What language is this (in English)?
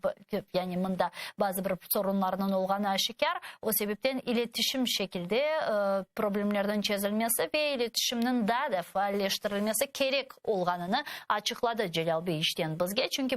Crimean Tatar